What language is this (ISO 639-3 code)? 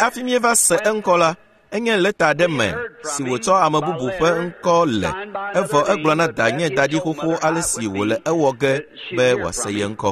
ewe